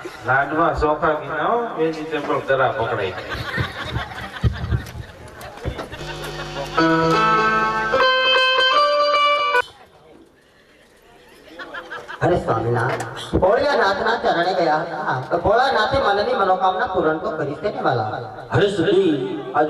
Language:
Gujarati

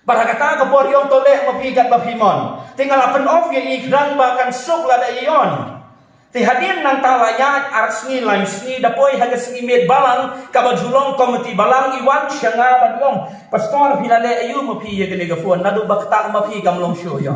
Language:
Khasi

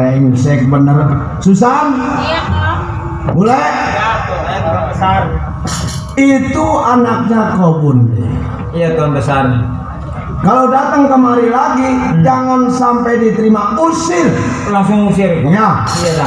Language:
Betawi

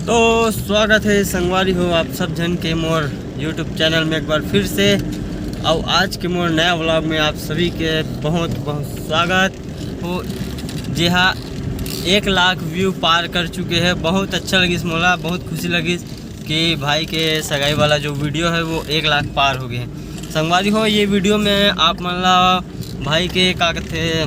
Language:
Chhattisgarhi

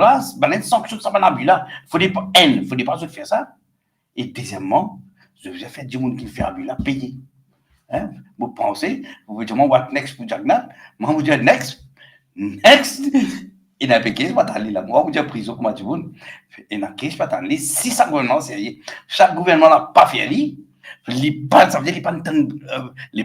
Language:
Morisyen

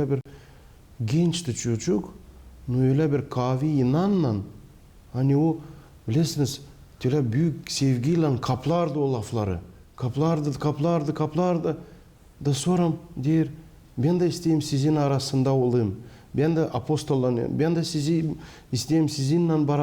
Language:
Gagauz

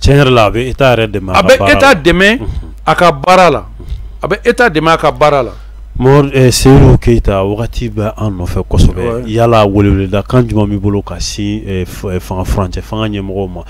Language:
Bambara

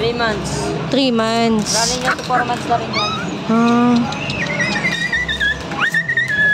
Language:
Filipino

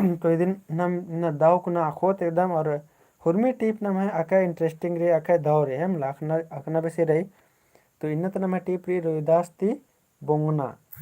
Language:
Kurukh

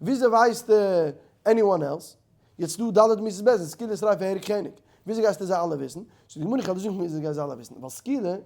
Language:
Yiddish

